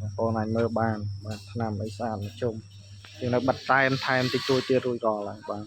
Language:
Khmer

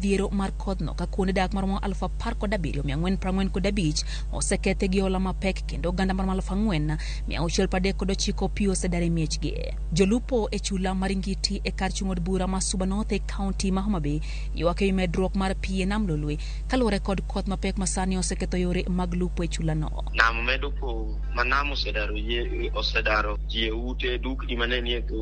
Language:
Luo (Kenya and Tanzania)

